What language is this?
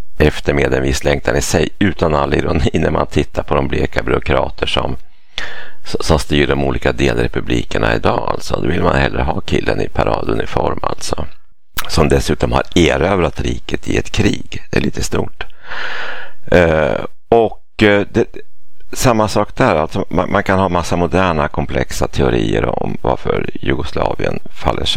Swedish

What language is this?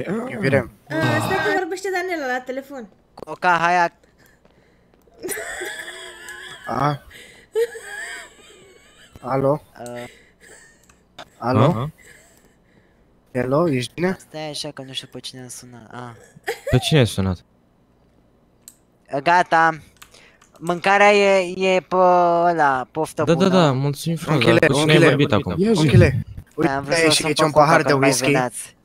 Romanian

